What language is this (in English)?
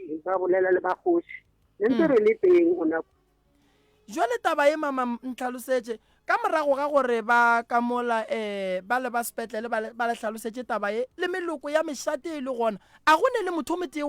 Northern Sotho